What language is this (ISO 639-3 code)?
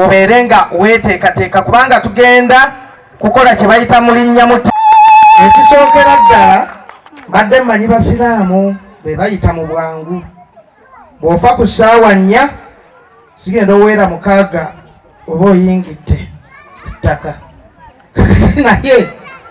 lug